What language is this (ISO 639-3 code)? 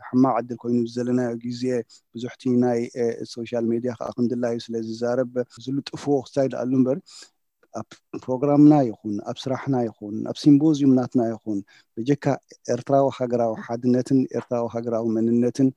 tir